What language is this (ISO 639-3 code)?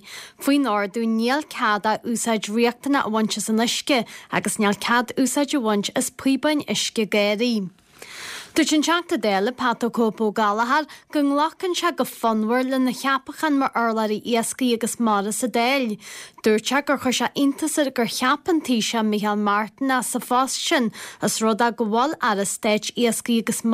gle